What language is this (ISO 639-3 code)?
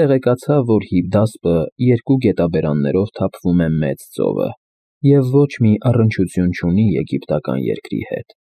hye